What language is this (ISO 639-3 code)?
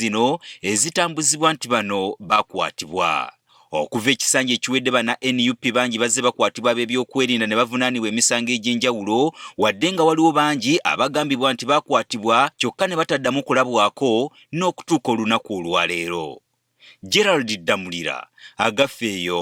lug